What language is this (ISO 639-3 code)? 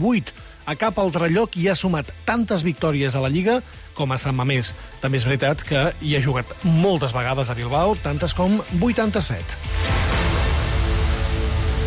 cat